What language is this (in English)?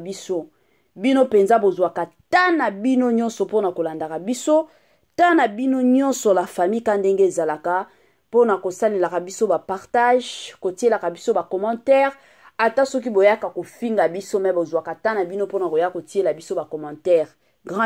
Lingala